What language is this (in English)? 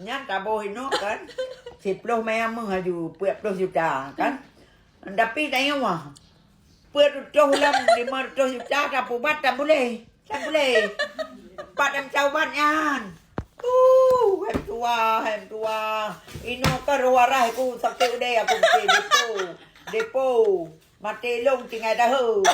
Achinese